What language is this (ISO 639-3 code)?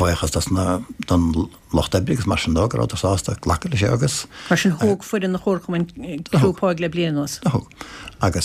gle